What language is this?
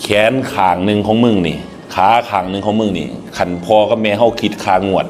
Northeastern Thai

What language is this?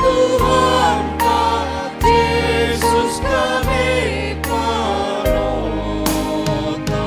Batak Simalungun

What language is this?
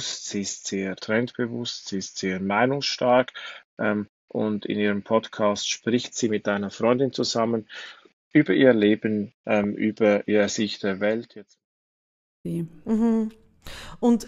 German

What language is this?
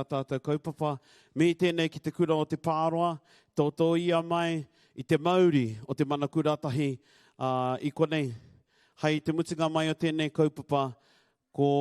Māori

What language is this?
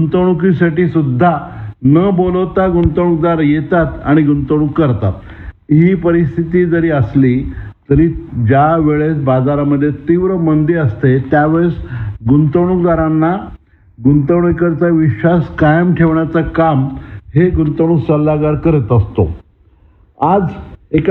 Marathi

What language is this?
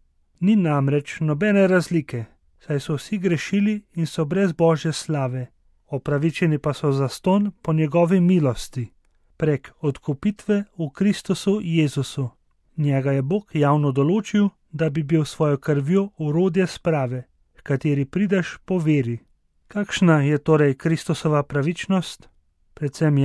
Slovenian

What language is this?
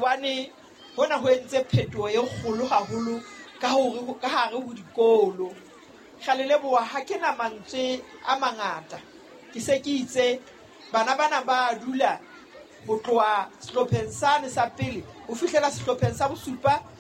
Southern Sotho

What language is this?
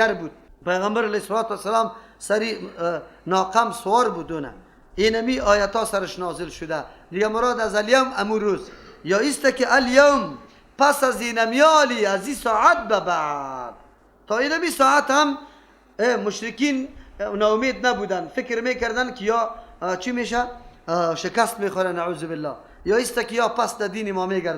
Persian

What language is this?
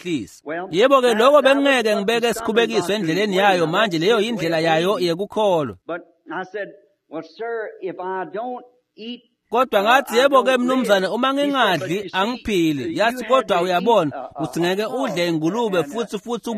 Swati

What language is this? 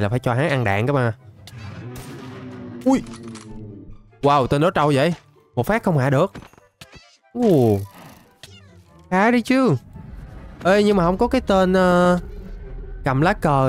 Vietnamese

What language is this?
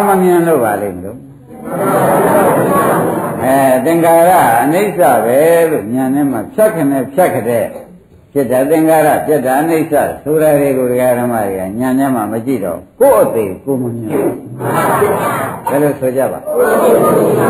Burmese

